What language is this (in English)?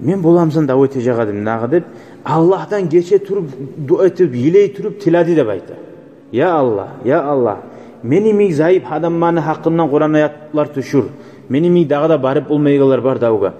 Kumyk